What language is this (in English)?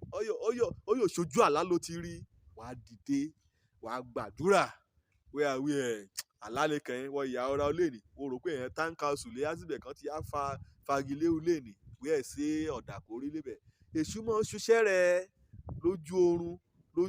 Yoruba